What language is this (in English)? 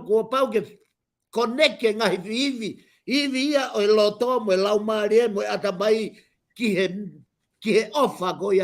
Tongan